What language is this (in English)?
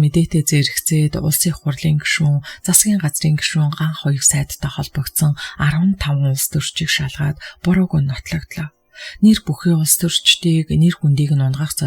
Mongolian